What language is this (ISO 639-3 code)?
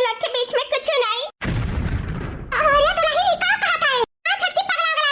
awa